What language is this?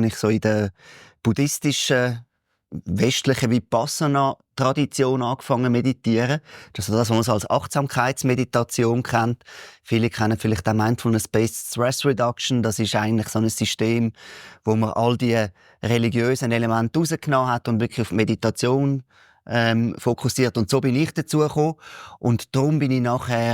Swiss German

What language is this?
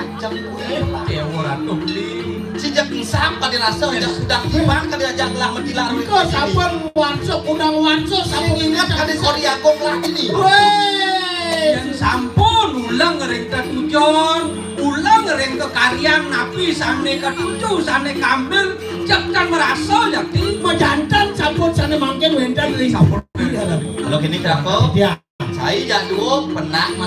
Balinese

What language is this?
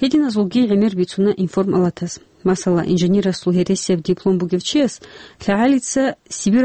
Avaric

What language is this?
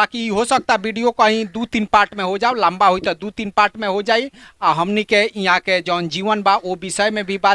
Bhojpuri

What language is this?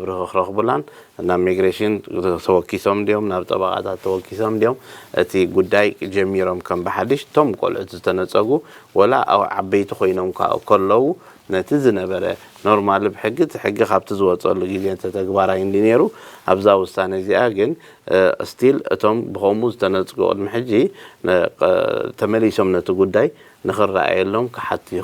Tigrinya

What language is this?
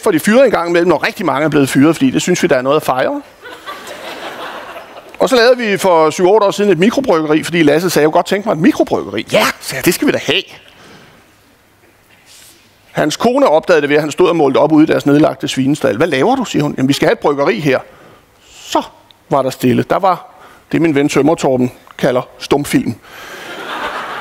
Danish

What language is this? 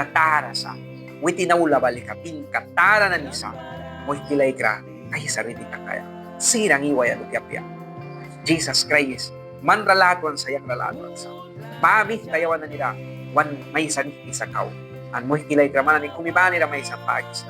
Mískito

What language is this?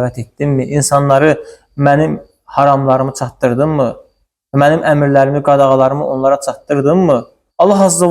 Azerbaijani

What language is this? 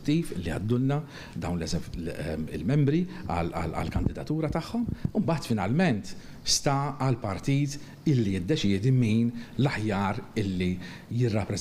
Maltese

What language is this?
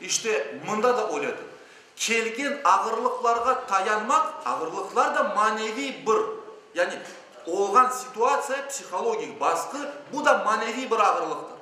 Crimean Tatar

